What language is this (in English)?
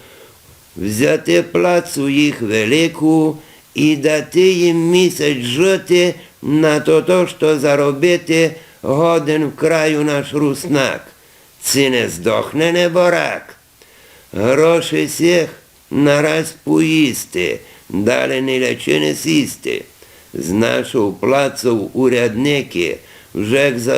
Rusyn